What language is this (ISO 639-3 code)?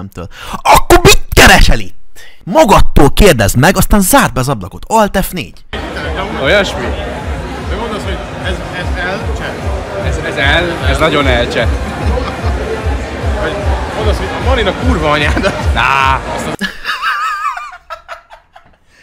hun